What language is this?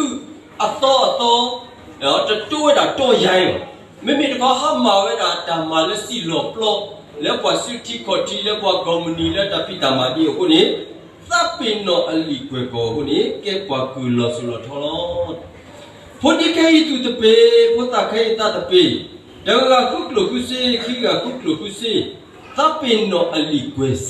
S'gaw Karen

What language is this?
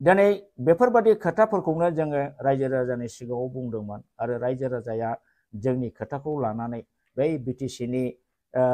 Bodo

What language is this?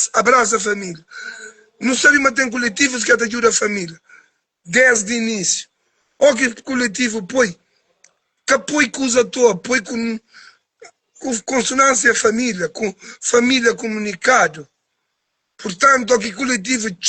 Kabuverdianu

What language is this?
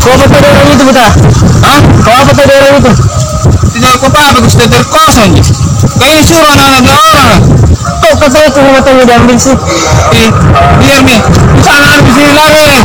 Makassar Malay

